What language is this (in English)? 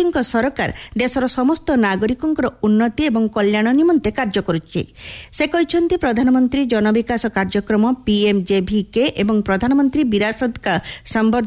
Odia